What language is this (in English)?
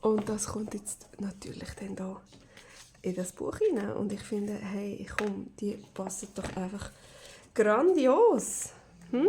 Swiss German